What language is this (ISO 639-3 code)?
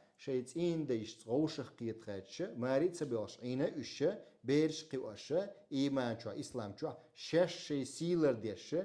che